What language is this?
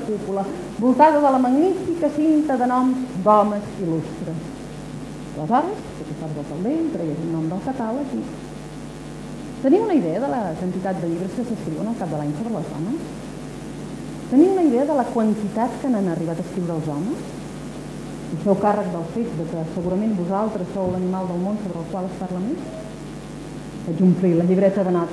Catalan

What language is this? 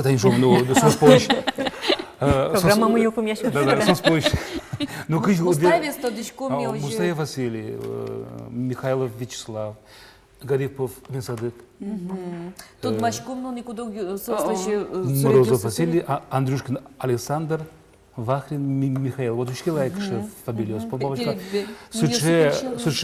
Udmurt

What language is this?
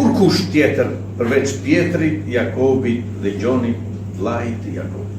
Albanian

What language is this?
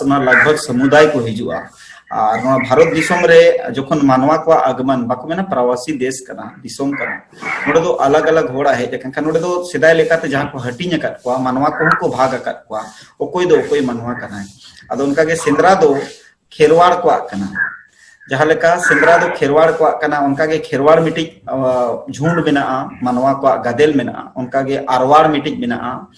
Santali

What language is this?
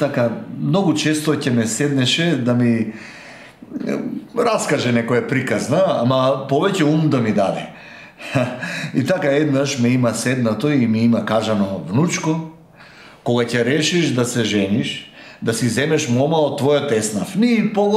Macedonian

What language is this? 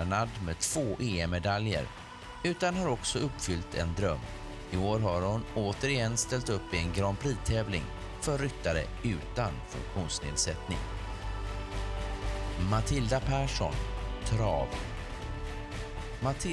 Swedish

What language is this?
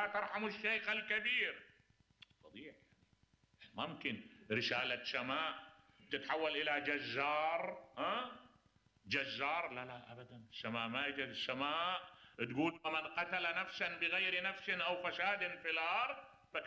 Mesopotamian Arabic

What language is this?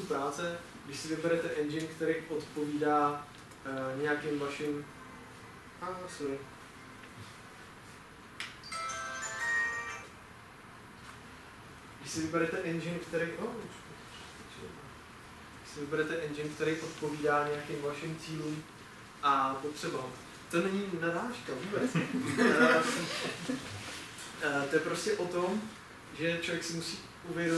Czech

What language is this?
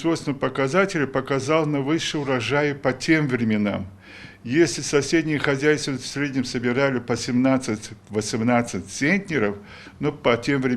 Crimean Tatar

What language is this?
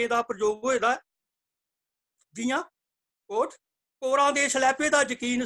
Dogri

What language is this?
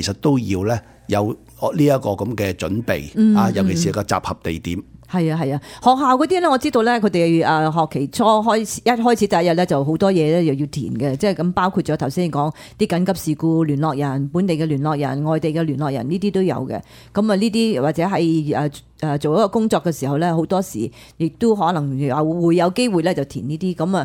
Cantonese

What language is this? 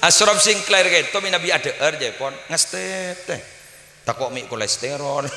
Madurese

